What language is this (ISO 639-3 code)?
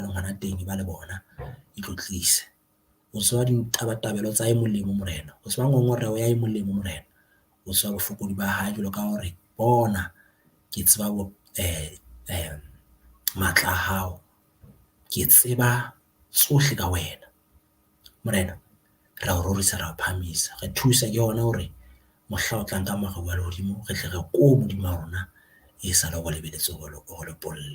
sot